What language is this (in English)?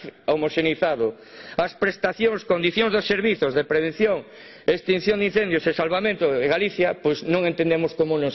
Galician